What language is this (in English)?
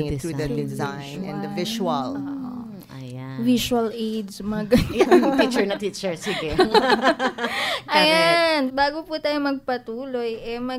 Filipino